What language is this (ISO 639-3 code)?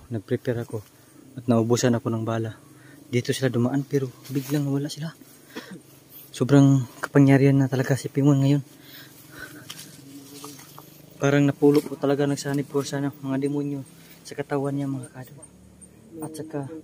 fil